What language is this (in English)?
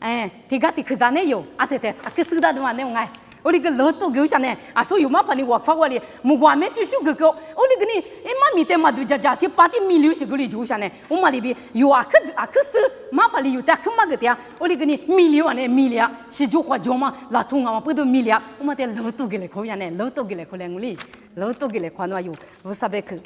Lisu